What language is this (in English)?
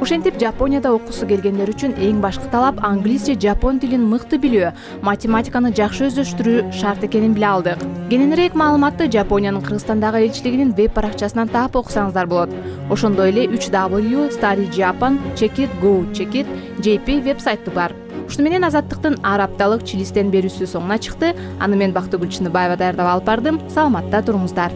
Kyrgyz